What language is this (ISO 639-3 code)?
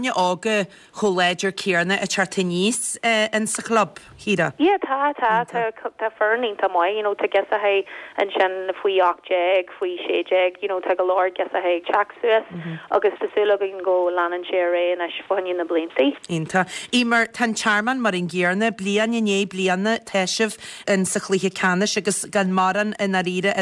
gle